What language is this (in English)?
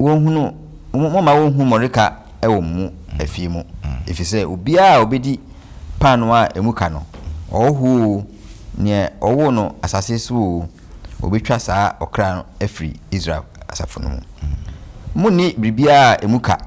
Akan